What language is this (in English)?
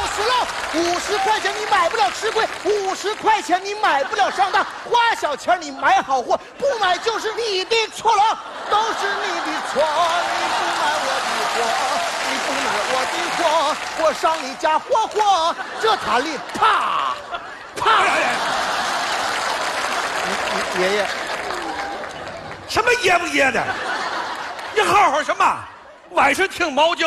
Chinese